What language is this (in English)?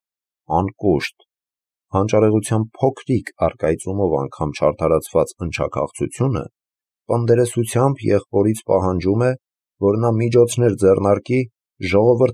Armenian